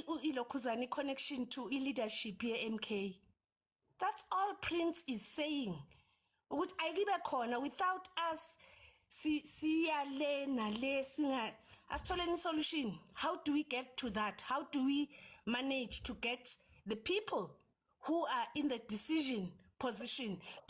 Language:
Zulu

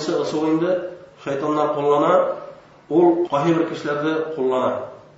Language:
Bashkir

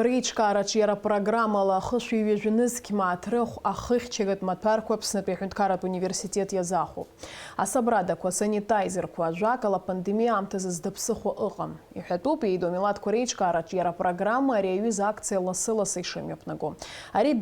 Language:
Abkhazian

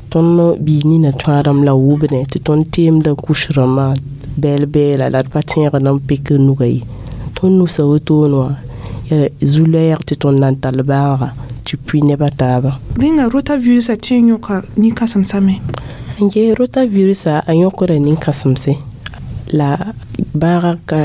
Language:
Mossi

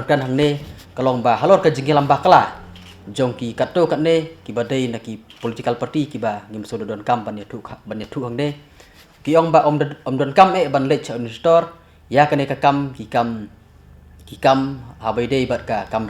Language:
Khasi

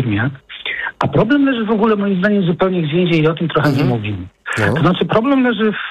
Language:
Polish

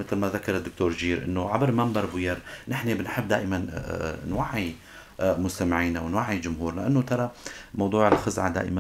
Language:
North Levantine Arabic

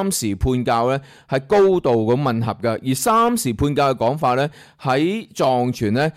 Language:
Cantonese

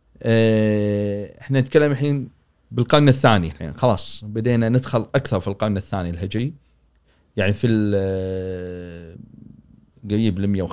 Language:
Gulf Arabic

